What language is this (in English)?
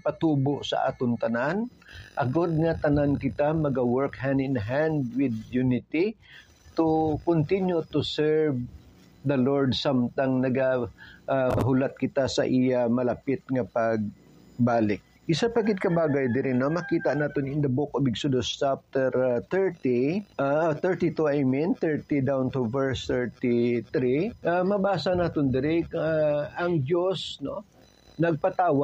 Hiligaynon